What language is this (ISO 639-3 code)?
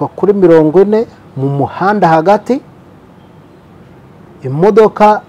kin